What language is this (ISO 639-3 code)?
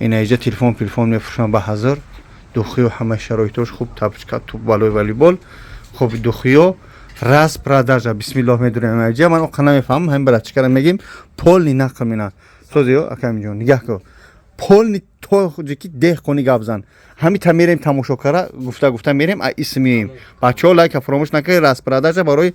tgk